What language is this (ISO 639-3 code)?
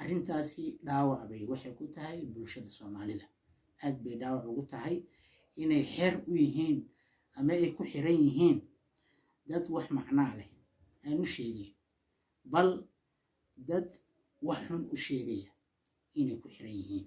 som